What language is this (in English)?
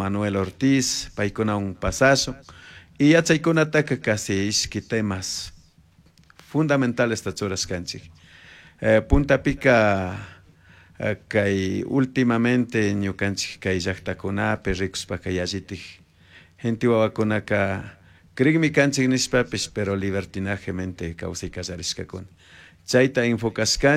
Chimborazo Highland Quichua